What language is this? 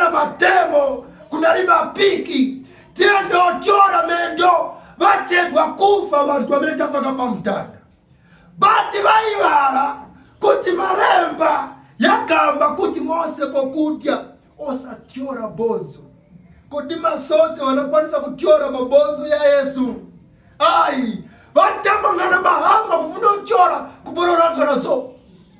Nyanja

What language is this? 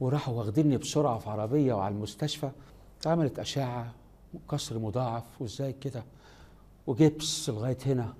Egyptian Arabic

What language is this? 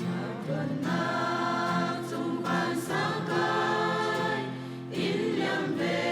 Falam Chin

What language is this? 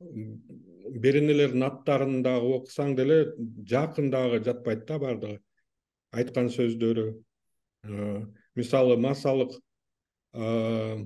Kyrgyz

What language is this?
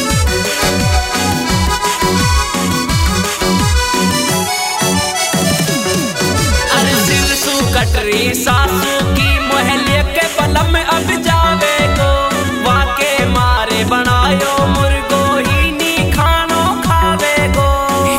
Haryanvi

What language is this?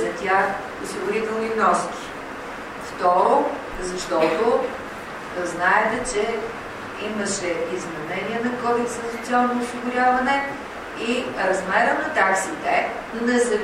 Bulgarian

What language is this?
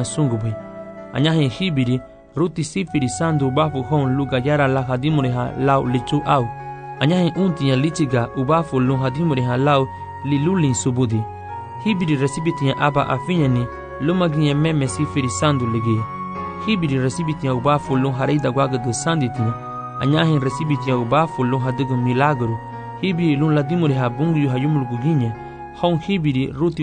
Garifuna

